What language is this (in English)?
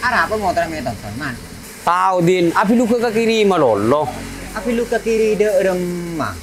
Madurese